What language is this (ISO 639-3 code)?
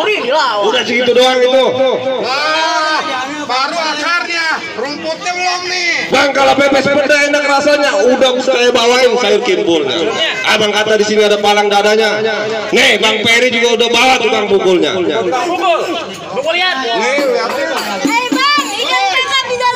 bew